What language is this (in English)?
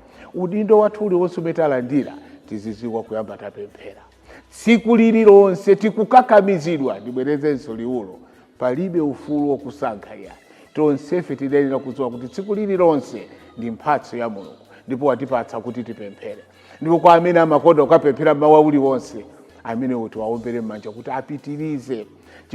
Nyanja